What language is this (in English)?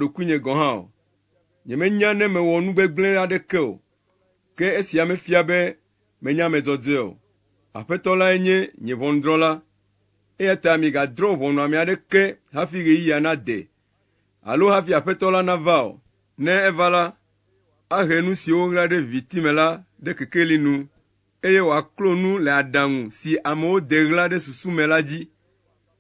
Ewe